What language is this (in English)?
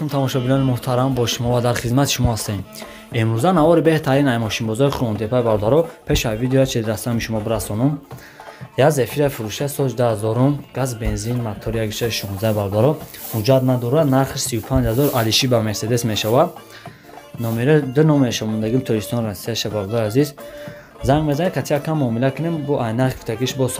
Tajik